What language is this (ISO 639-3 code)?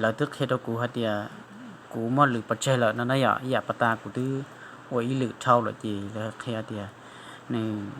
hmn